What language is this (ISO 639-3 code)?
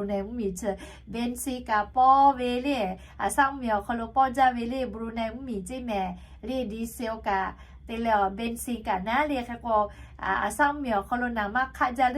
lhu